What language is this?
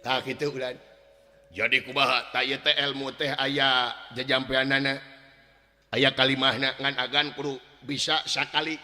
Sundanese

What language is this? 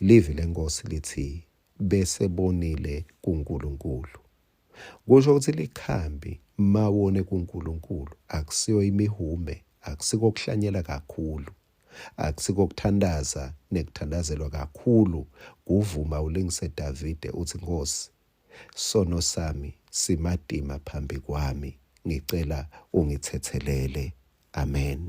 Swati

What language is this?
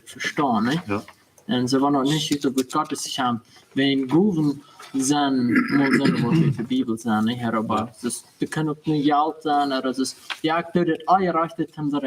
Plautdietsch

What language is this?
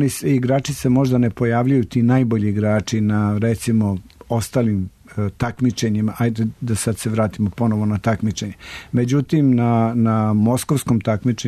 Serbian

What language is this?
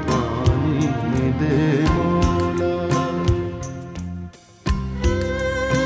Hindi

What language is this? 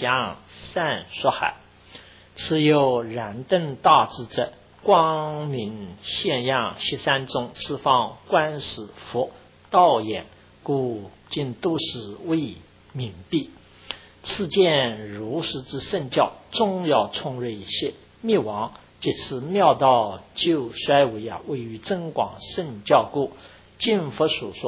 Chinese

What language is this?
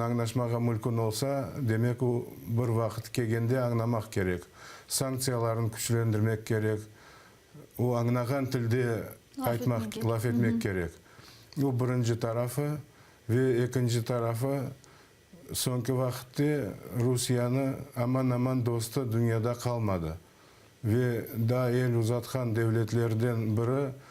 Crimean Tatar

